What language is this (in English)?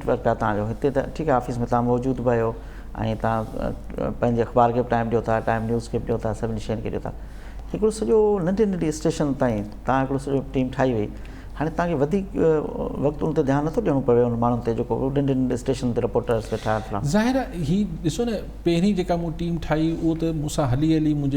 Sindhi